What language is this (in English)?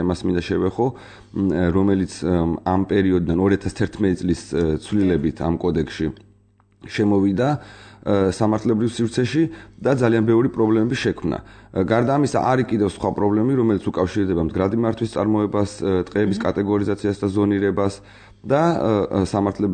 Georgian